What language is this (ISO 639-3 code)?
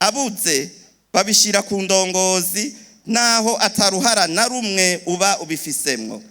run